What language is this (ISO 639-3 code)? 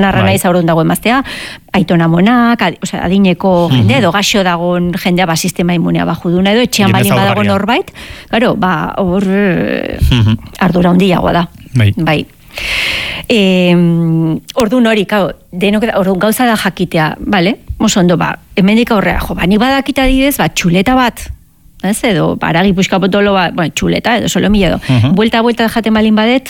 eus